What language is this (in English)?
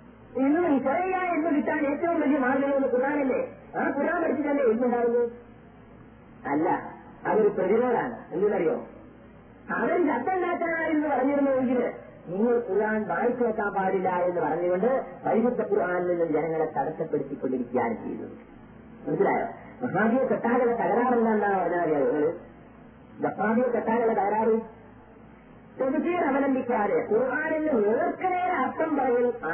Malayalam